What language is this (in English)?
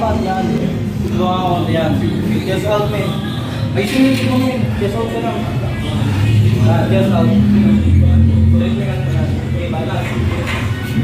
Filipino